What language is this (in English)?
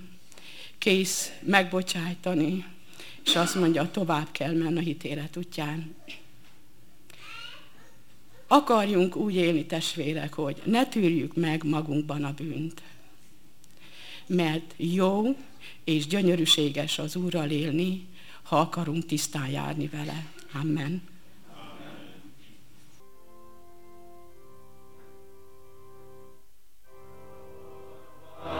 Hungarian